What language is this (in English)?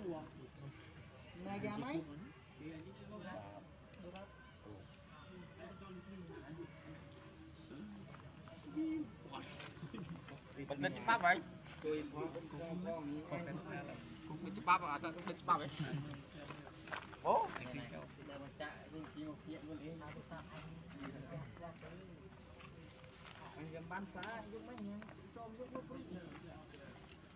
Vietnamese